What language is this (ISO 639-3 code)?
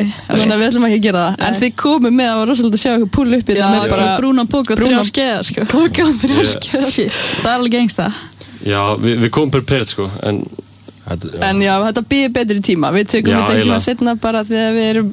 isl